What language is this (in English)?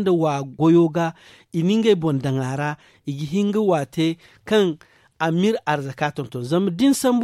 Zarma